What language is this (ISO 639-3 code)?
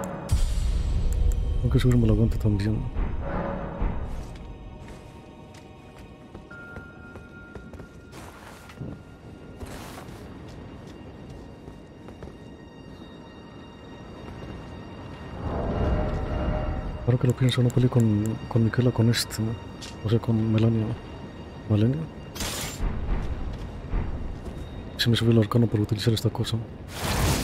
spa